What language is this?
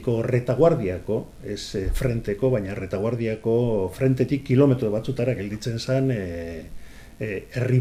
Basque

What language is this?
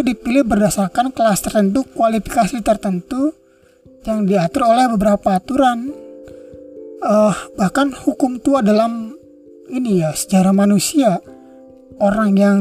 Indonesian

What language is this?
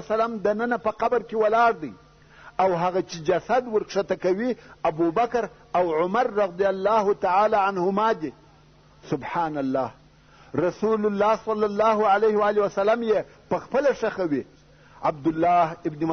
Pashto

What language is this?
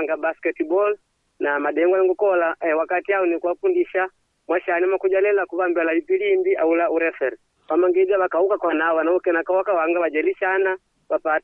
Makonde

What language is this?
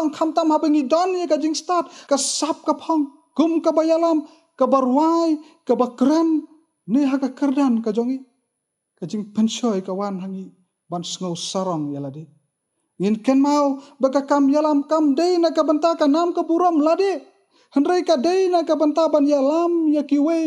Khasi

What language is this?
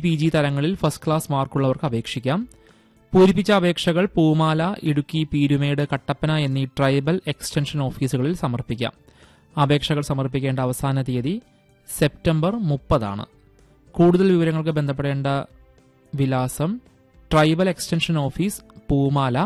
Malayalam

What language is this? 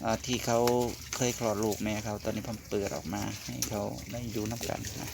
Northeastern Thai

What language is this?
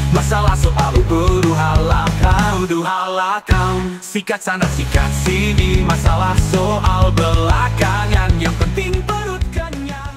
Makassar Malay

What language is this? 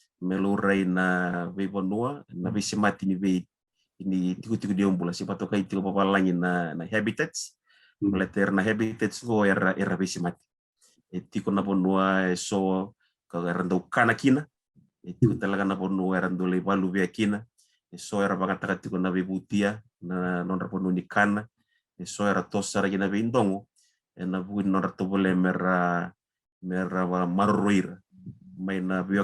Fijian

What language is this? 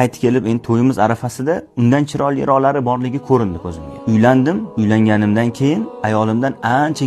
Uzbek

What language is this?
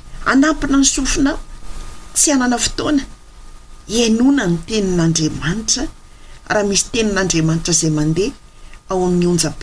Malagasy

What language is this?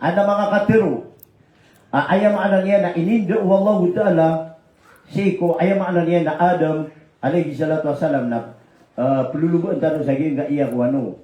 Maranao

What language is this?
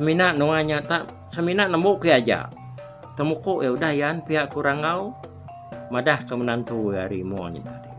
Iban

